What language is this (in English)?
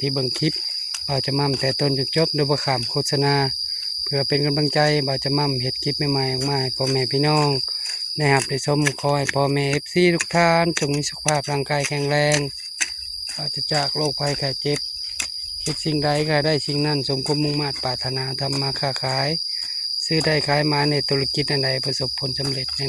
Lao